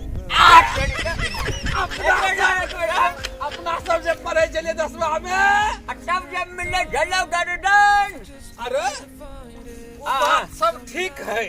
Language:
Maithili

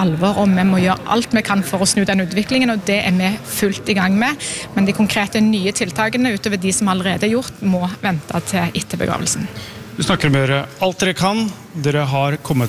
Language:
Norwegian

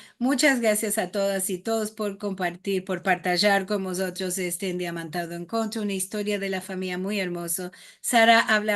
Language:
Ladino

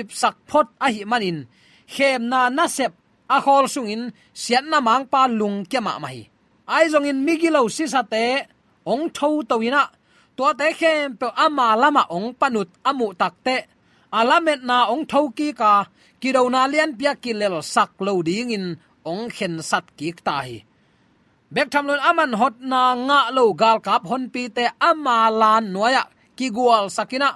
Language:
Tedim Chin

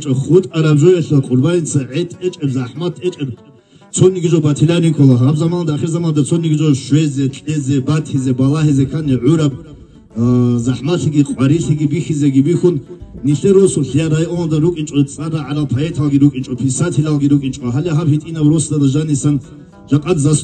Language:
Avaric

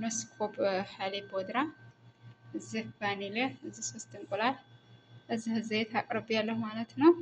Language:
Amharic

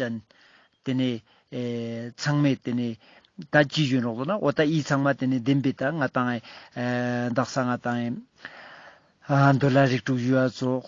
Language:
Ladakhi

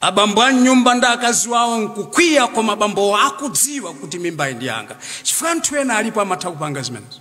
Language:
Nyanja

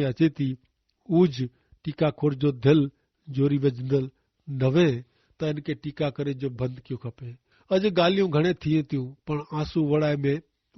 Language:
Kachhi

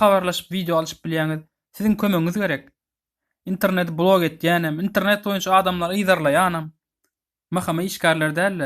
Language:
Turkmen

